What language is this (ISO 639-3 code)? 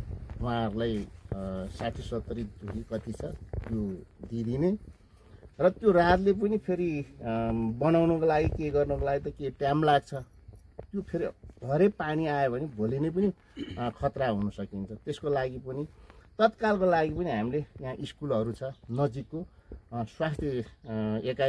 nep